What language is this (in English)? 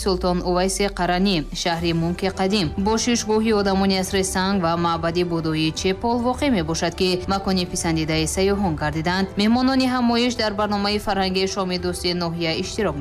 Tajik